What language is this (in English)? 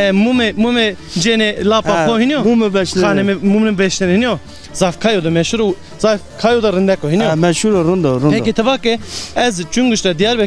Zaza